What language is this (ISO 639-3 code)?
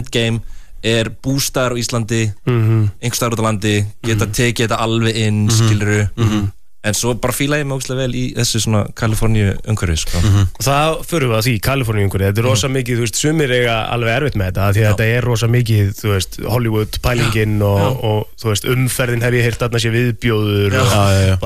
isl